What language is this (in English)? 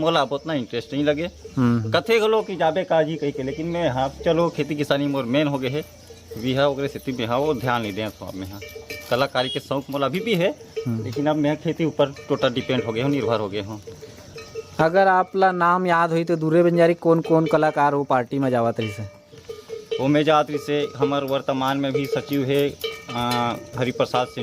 Chhattisgarhi